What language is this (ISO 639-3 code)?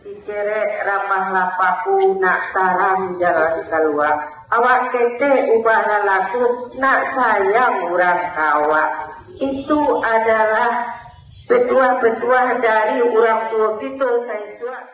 min